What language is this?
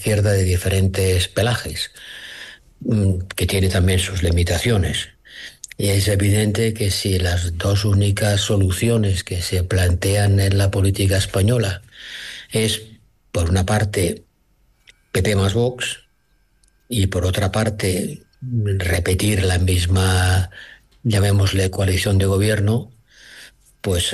Spanish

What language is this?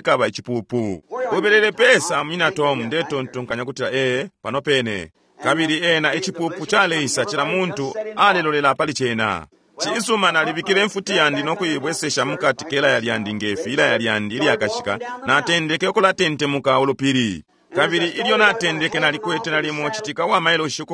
Bemba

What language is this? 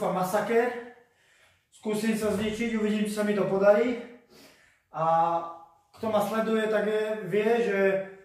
Slovak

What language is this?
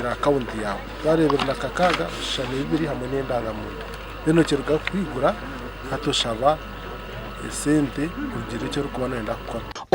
Nyankole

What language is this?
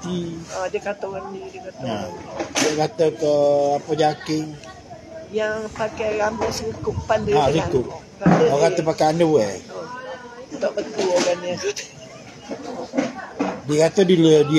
Malay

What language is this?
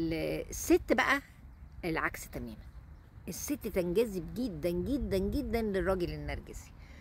Egyptian Arabic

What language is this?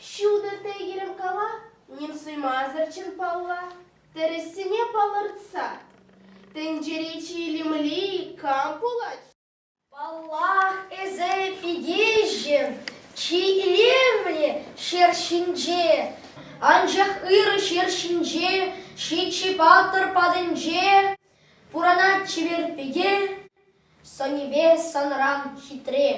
Chuvash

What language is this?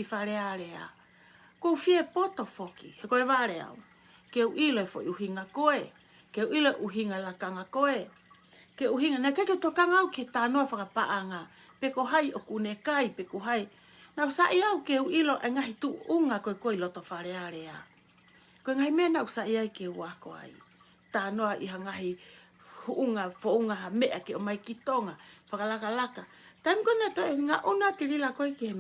Tongan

